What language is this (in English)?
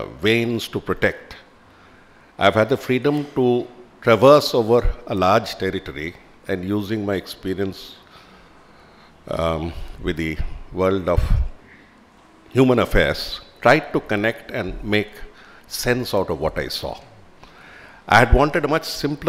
English